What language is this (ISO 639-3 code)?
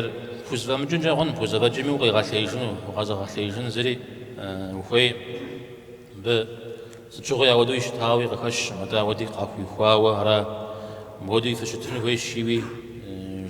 kbd